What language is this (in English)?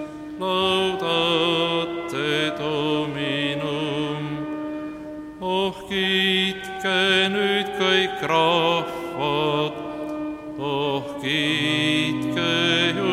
Estonian